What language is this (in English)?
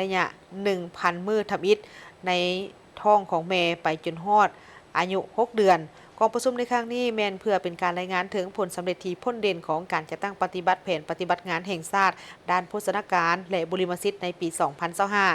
Lao